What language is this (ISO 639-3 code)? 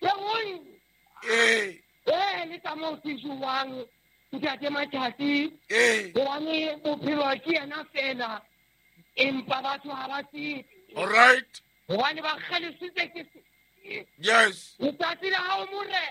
sot